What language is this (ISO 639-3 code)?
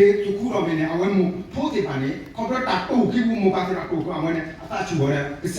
ksw